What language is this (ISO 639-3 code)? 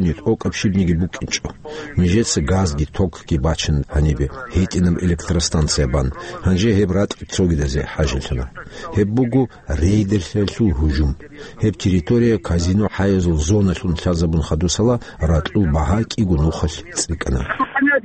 ava